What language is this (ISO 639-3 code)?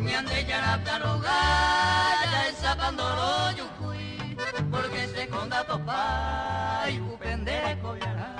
grn